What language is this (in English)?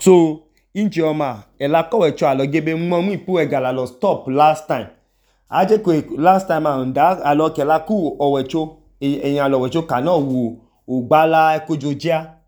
Idoma